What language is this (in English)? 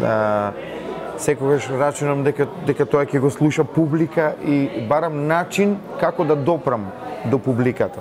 Macedonian